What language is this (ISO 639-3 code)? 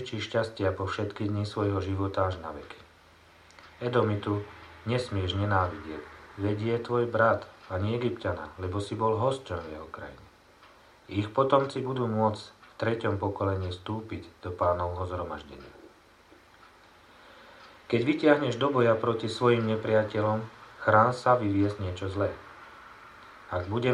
slk